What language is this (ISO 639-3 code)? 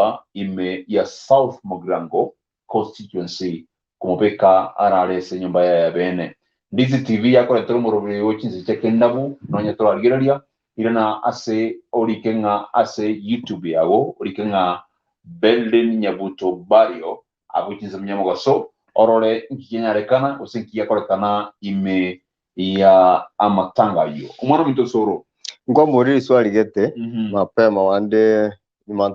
guz